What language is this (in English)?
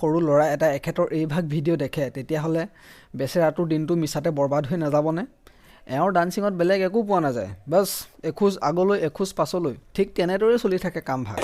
Assamese